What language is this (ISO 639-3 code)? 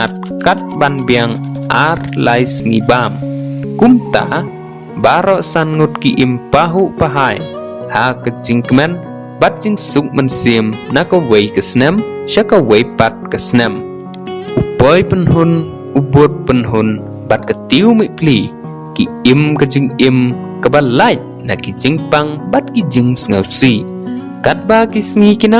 kha